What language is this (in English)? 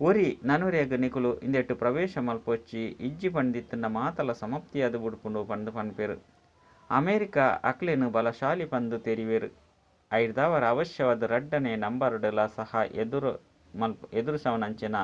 Tulu